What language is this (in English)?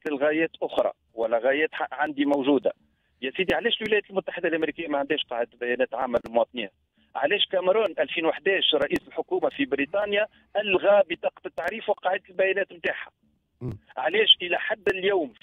Tunisian Arabic